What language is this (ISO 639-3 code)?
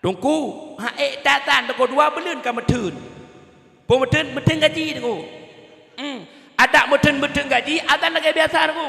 ace